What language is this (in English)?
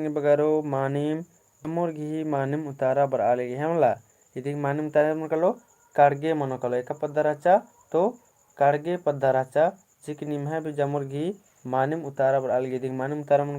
Kurukh